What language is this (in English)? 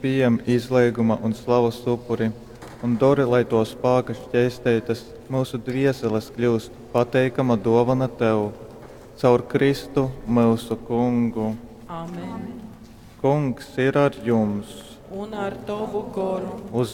Latgalian